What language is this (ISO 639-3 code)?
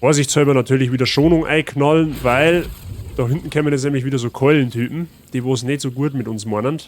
bar